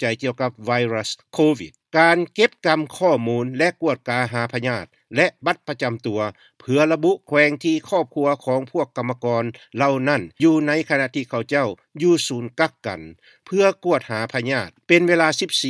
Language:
Lao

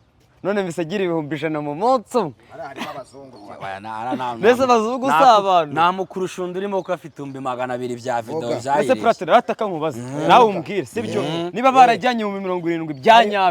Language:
Kinyarwanda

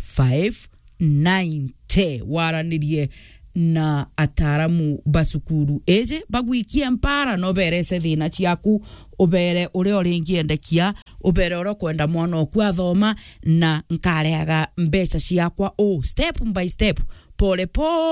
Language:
Meru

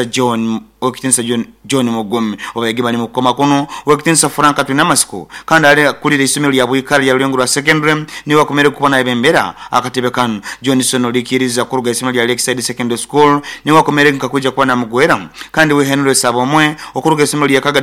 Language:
Nyoro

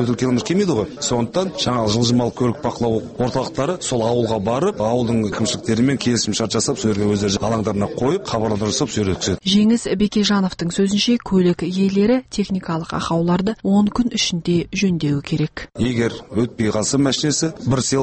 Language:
Kazakh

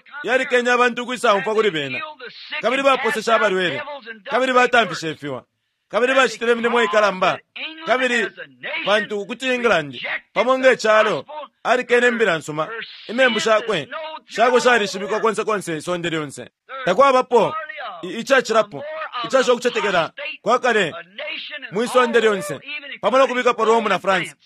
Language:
Bemba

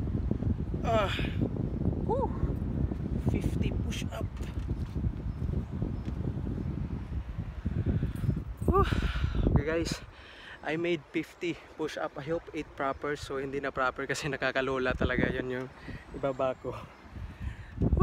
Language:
Filipino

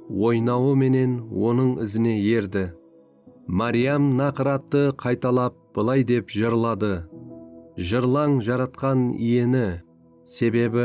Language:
Kara-Kalpak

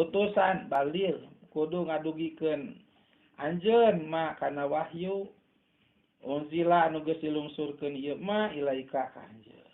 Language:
Sundanese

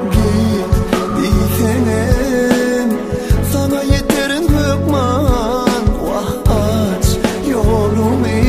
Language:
Turkmen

